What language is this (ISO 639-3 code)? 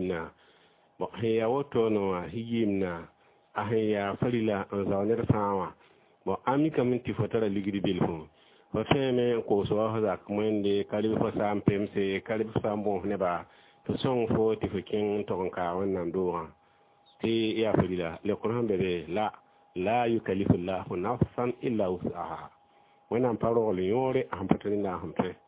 mos